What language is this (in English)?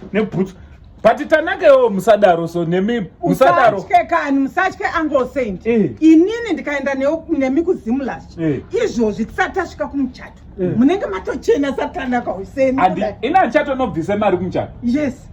Shona